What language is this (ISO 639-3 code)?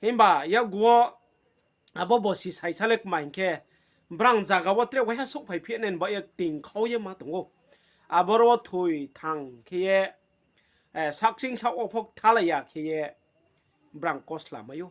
ria